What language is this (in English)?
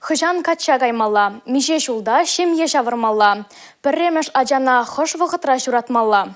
Chuvash